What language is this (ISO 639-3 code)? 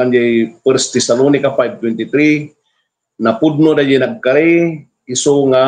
ilo